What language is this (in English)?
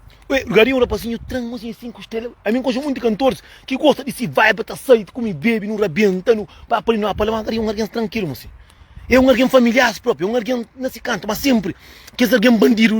Kabuverdianu